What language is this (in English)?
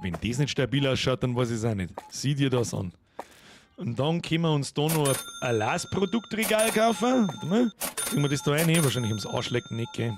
Bavarian